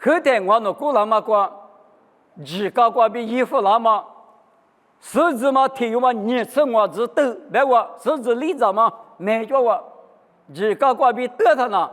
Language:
Lisu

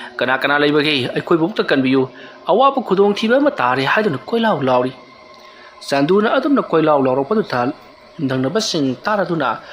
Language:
Manipuri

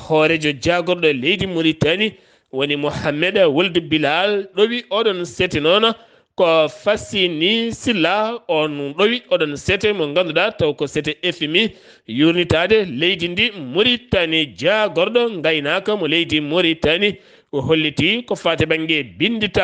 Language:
Fula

